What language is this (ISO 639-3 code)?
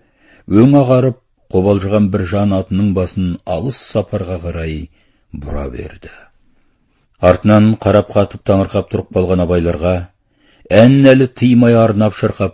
kaz